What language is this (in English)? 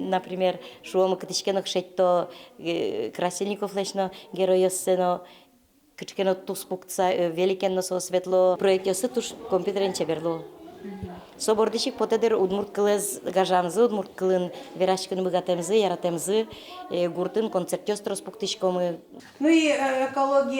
Udmurt